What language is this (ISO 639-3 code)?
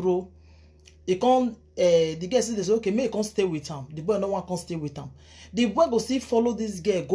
pcm